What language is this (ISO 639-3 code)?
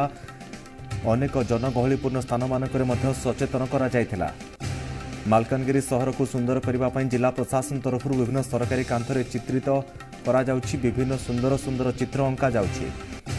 ori